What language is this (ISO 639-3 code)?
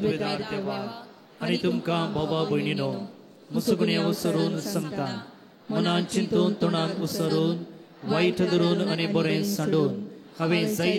kok